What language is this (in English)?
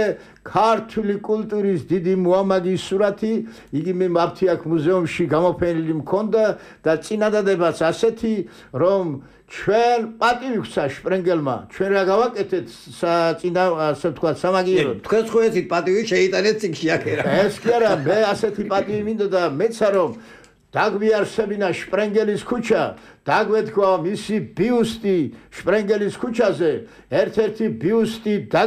Georgian